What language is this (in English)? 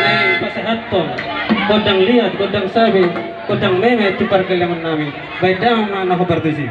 Batak Toba